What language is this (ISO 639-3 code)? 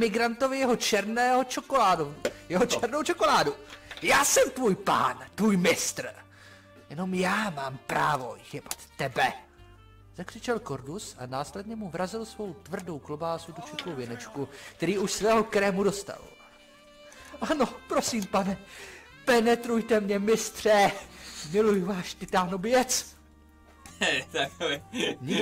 ces